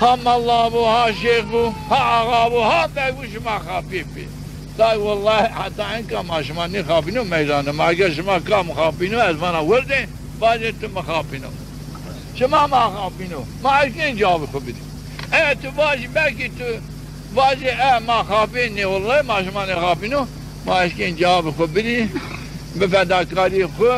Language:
Zaza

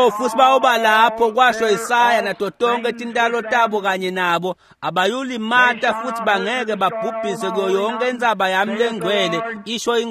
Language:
Swati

